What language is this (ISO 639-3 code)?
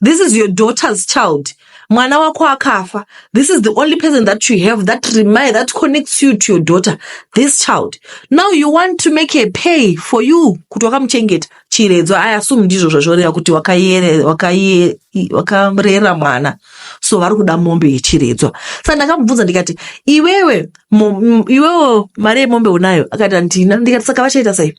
sna